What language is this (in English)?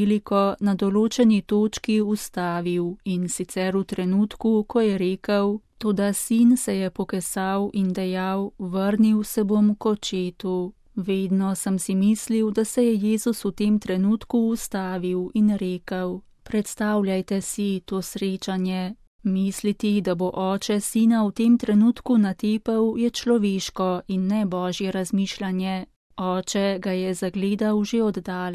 Slovenian